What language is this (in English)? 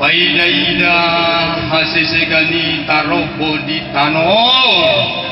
Batak Toba